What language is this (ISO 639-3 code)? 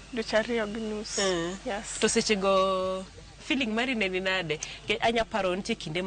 luo